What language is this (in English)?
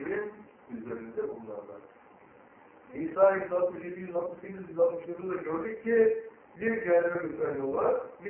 Turkish